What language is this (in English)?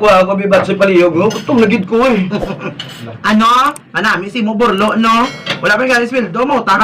Hiligaynon